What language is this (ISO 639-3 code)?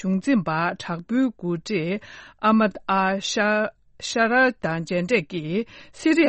bod